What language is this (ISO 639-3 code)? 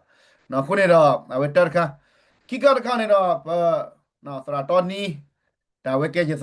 ksw